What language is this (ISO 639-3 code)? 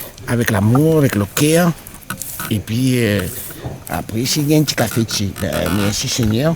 rcf